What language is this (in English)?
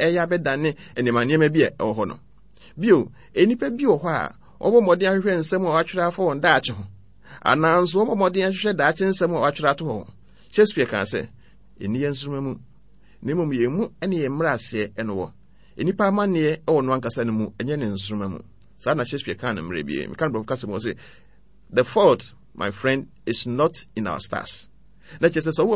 Akan